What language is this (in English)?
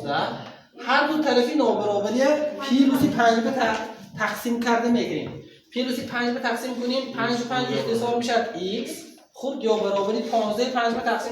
Tajik